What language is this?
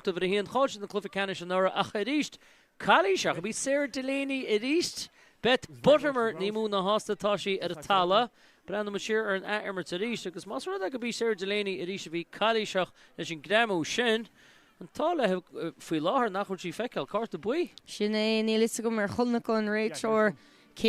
Irish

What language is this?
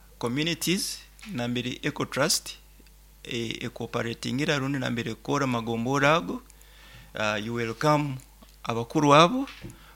Nyoro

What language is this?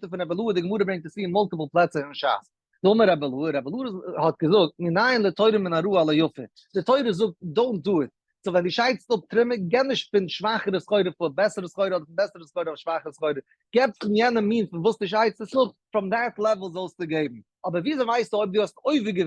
Yiddish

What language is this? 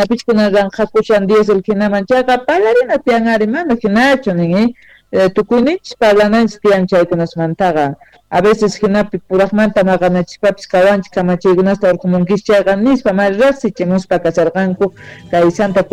Quechua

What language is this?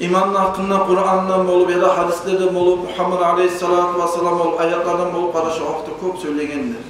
Kumyk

